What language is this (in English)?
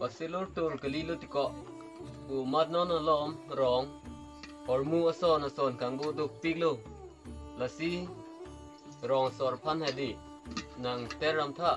Karbi